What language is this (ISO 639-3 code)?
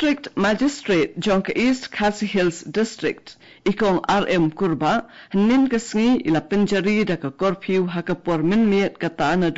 kha